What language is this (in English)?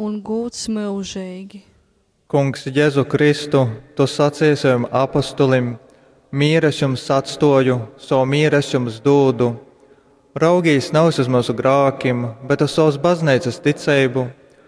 Latgalian